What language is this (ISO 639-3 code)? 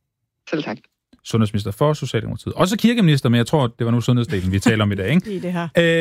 dan